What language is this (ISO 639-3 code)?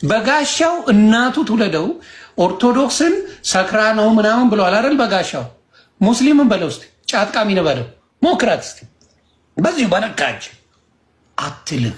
amh